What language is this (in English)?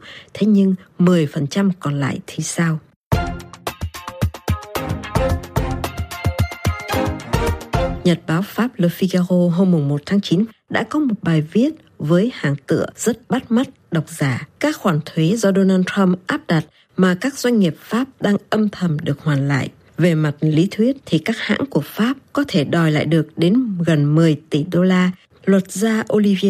Vietnamese